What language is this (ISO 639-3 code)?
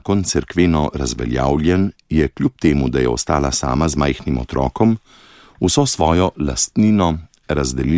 slv